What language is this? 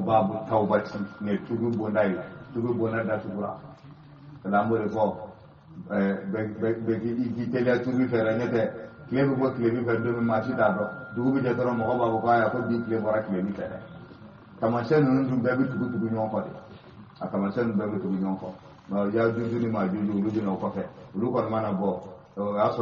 Bambara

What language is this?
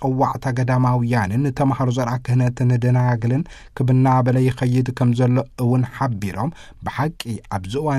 Tigrinya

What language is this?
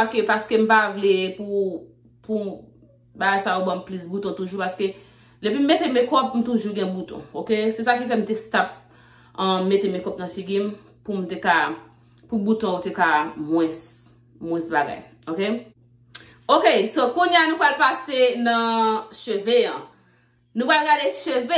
Haitian Creole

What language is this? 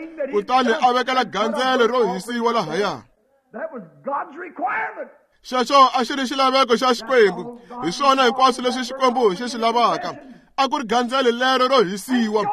Tsonga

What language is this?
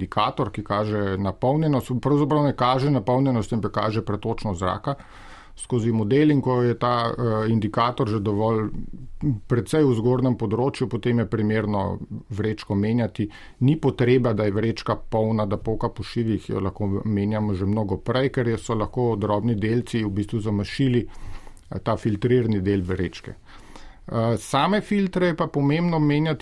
Slovenian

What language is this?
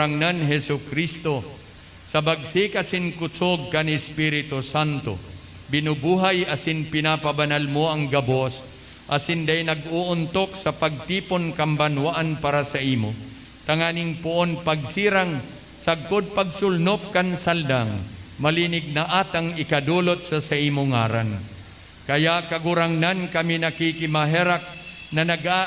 Bikol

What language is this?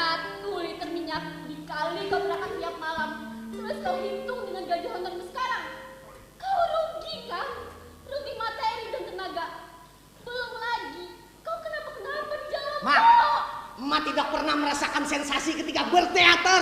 Banjar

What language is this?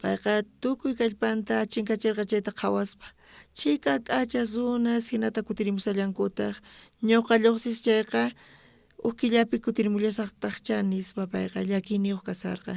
South Bolivian Quechua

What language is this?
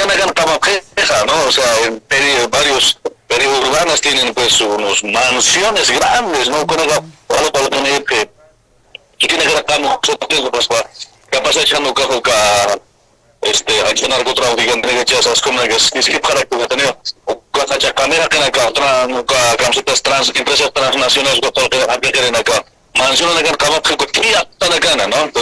Aymara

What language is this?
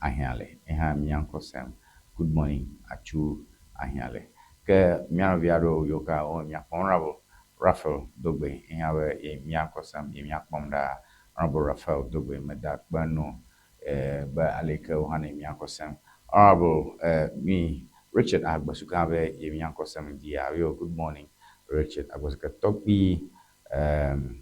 Ewe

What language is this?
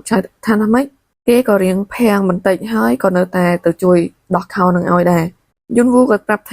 Khmer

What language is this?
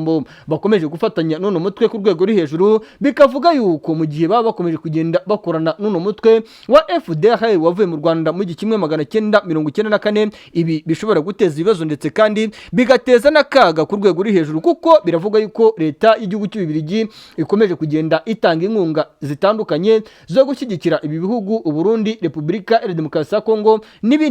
Kinyarwanda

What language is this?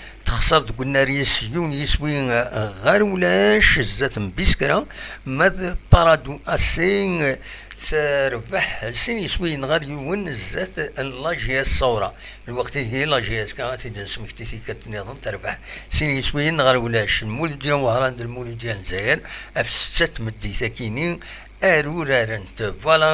Kabyle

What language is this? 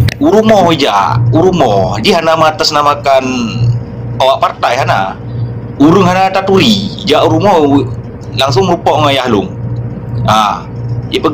Achinese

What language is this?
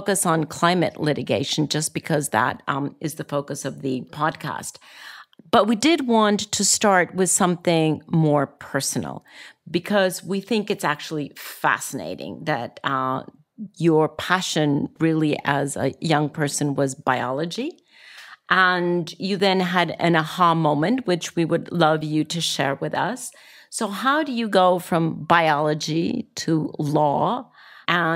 English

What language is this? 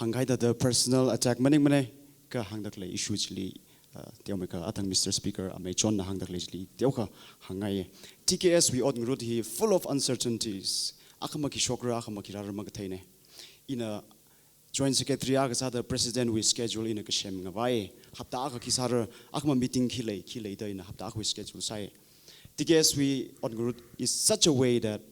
Tangkhul Naga (India)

